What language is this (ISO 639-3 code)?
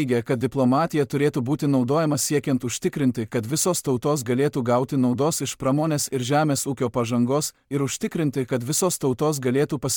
lit